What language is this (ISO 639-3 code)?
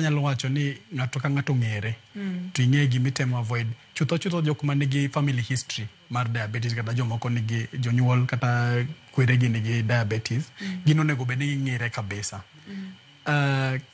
luo